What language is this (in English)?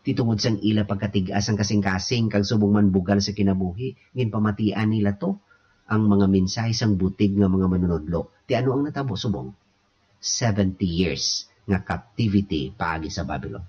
Hiligaynon